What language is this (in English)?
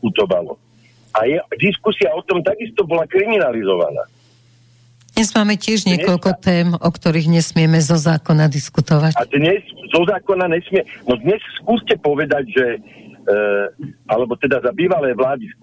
Slovak